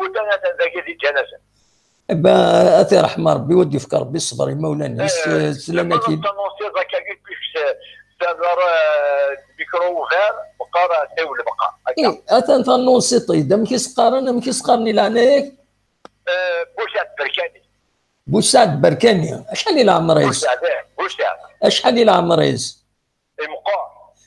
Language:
Kabyle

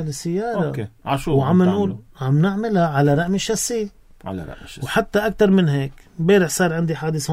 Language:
North Levantine Arabic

